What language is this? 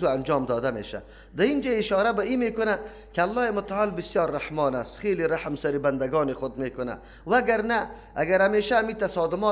Persian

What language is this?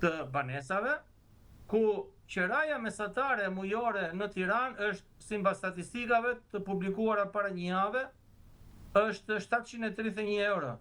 Albanian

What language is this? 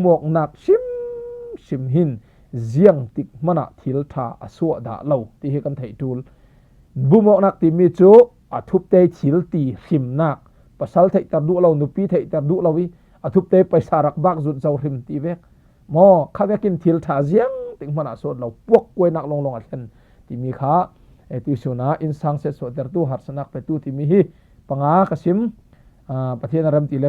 Falam Chin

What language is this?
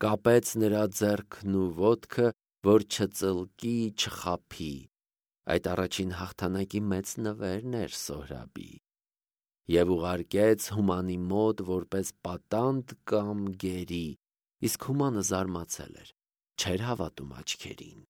Armenian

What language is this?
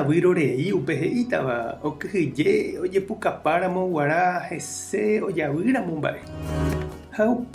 Guarani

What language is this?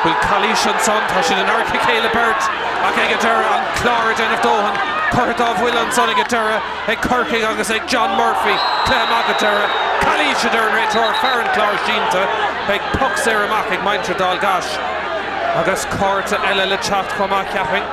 Irish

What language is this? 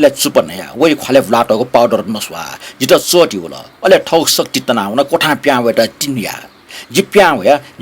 Newari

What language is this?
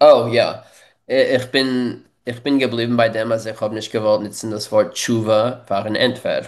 Yiddish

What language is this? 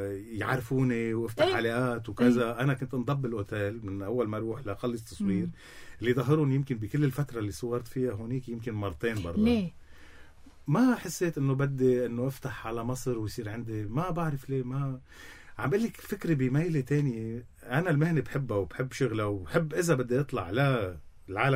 North Levantine Arabic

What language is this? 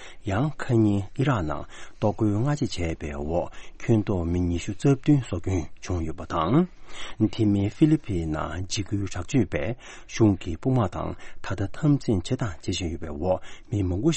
Tibetan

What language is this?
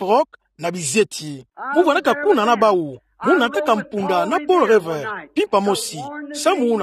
Kituba (Democratic Republic of Congo)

